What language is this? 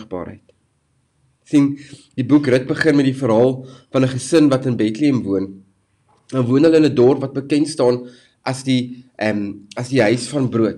Afrikaans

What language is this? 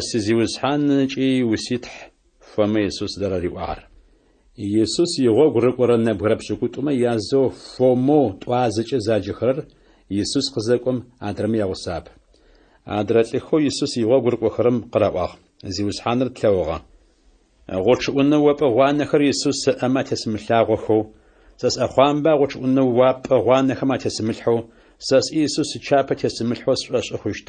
Adyghe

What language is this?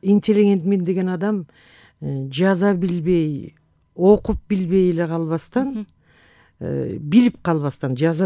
Kyrgyz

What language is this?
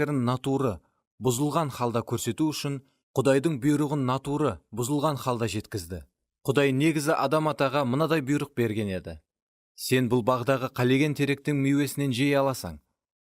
Kara-Kalpak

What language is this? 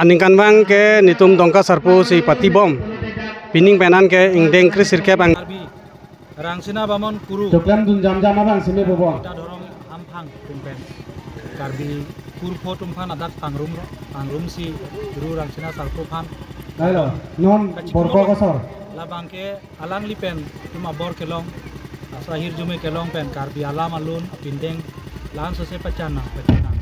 Karbi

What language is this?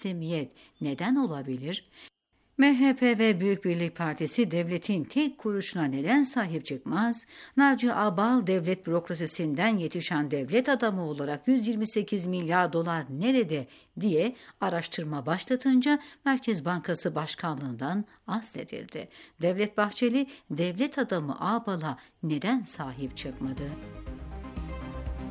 Turkish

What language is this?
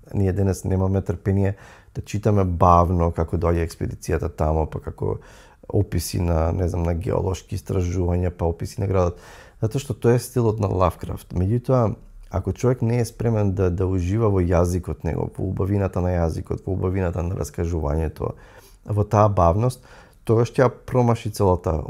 Macedonian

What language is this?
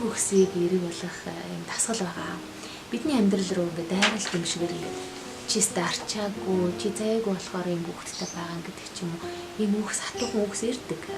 Mongolian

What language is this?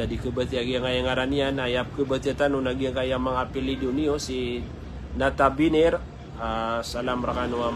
Maranao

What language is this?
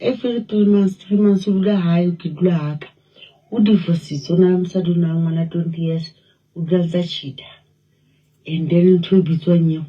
Southern Sotho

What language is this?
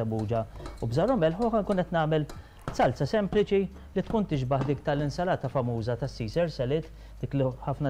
Maltese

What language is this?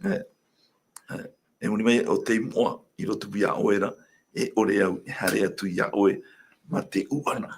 Tahitian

